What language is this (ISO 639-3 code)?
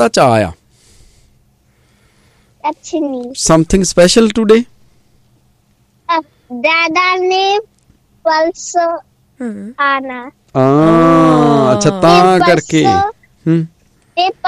pan